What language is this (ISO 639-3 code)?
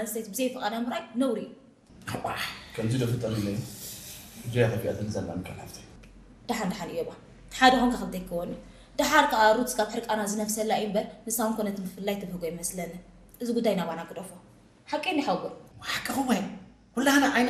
tir